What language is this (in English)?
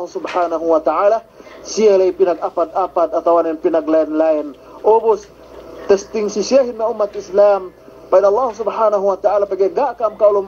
Yakan